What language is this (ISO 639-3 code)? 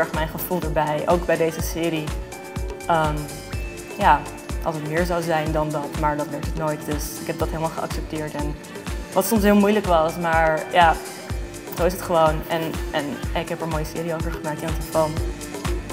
nld